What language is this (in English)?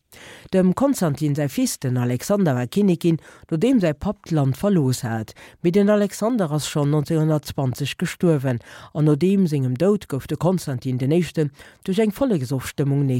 Luxembourgish